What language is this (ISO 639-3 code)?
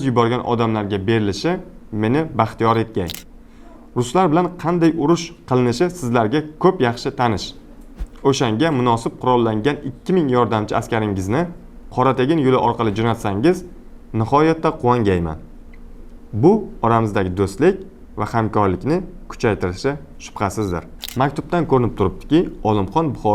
uzb